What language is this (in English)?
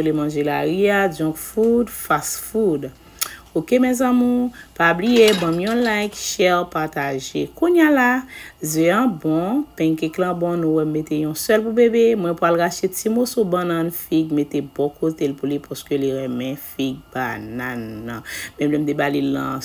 Haitian Creole